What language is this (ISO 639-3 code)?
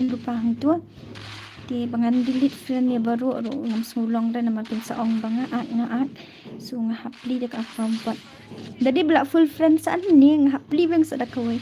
kha